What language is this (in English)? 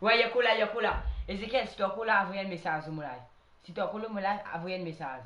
Morisyen